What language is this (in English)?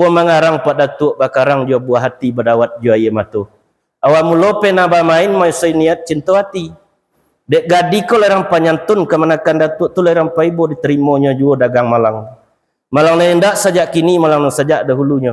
Minangkabau